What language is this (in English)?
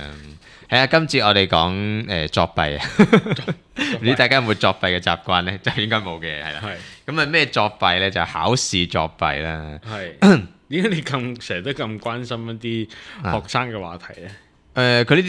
Cantonese